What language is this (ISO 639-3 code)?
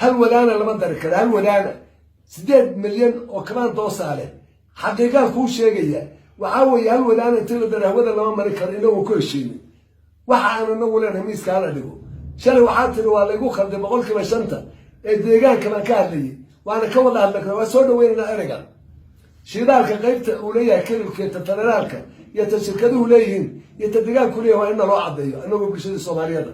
som